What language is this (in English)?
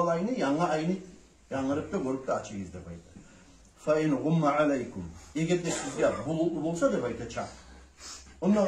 Kumyk